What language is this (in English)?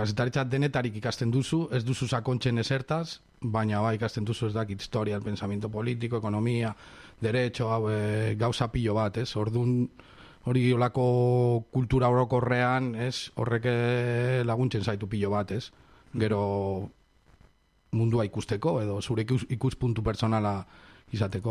Basque